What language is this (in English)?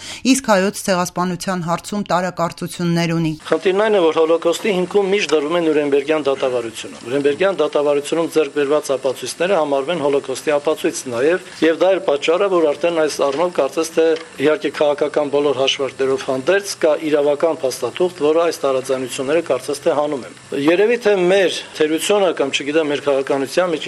Armenian